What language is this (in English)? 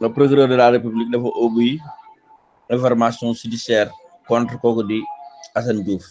Wolof